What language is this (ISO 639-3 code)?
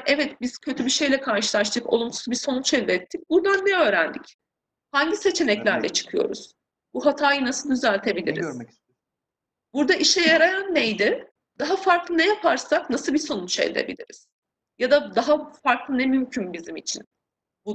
tur